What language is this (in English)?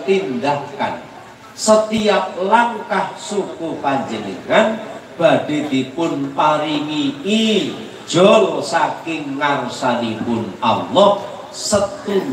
Javanese